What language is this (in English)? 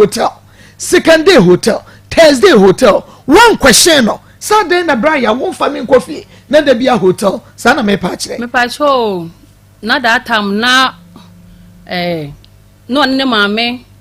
Akan